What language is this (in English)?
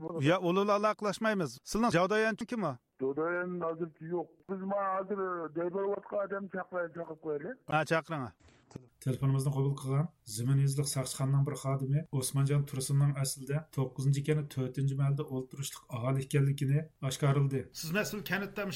Uyghur